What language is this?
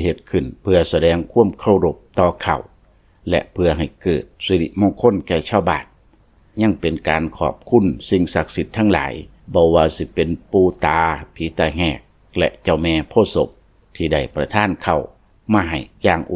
Lao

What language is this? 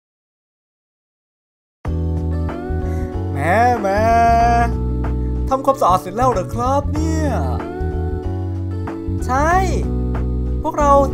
Thai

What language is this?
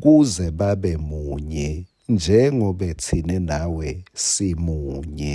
Swati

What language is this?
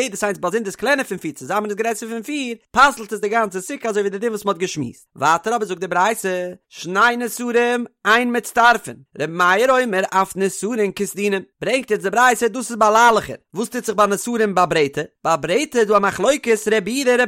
Yiddish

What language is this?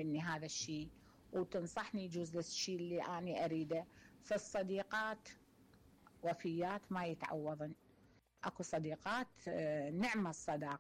Mesopotamian Arabic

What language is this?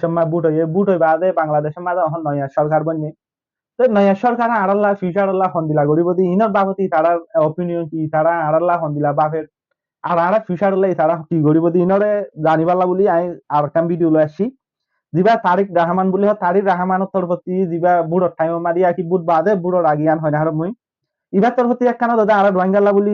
Rohingya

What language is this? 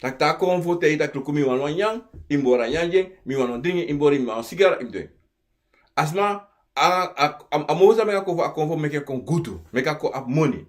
Sranan Tongo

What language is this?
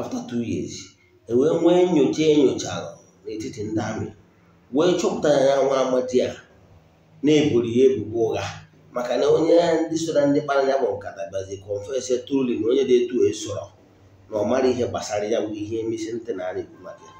Igbo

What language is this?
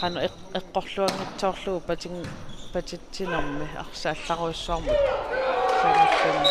Kalaallisut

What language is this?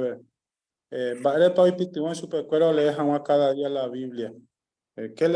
Guarani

